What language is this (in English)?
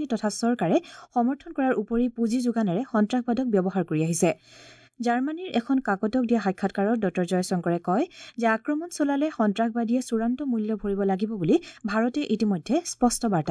Assamese